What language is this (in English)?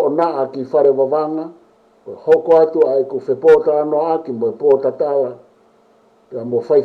Tongan